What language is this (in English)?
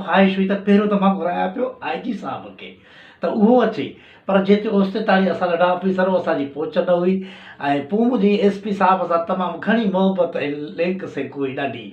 Sindhi